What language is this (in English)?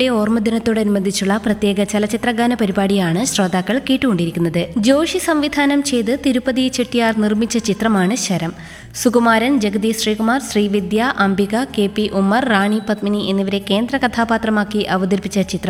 Malayalam